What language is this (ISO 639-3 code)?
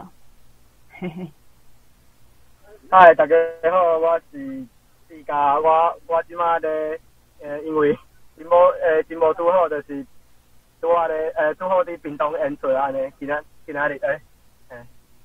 nan